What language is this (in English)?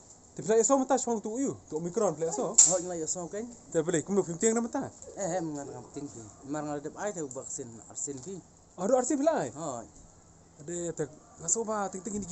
Khasi